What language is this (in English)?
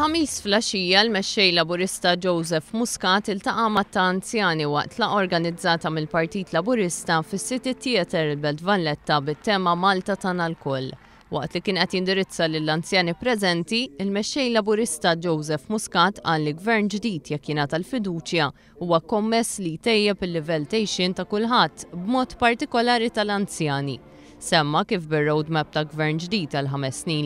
Maltese